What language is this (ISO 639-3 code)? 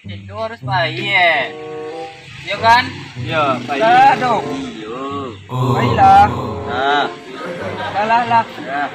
min